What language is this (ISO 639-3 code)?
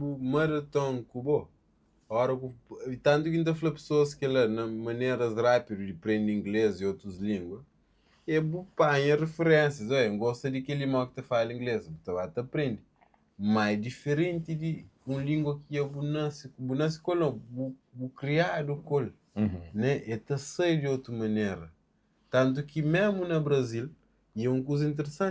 kea